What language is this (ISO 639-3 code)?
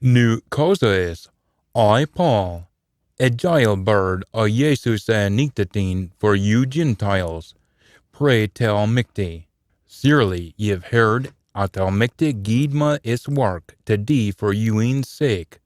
sco